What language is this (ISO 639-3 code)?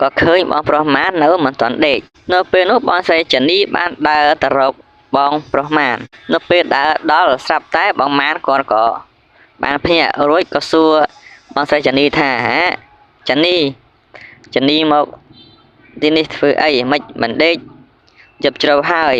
khm